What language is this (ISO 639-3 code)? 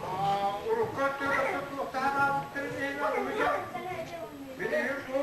sah